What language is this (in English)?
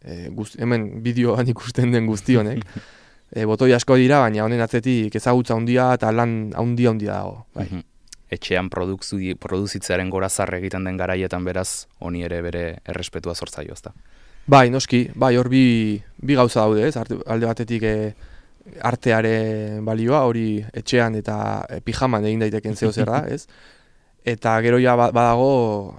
Basque